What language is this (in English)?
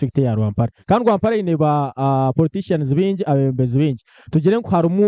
Nyankole